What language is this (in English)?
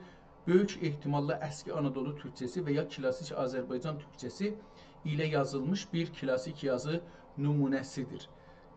South Azerbaijani